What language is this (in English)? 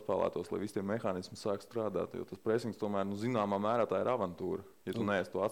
Latvian